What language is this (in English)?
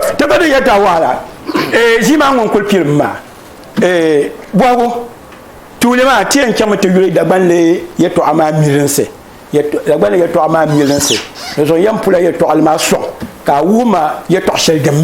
Dagbani